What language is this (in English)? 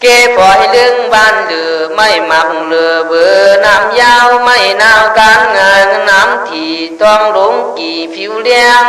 Khün